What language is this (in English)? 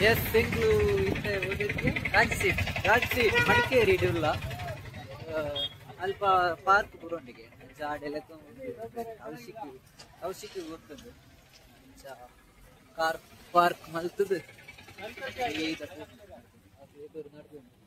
Tulu